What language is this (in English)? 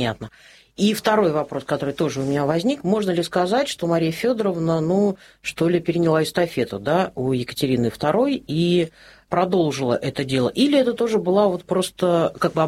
Russian